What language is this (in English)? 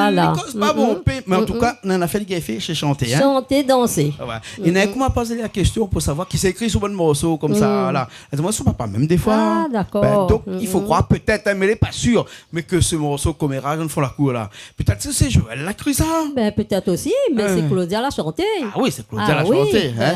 Réunion Creole French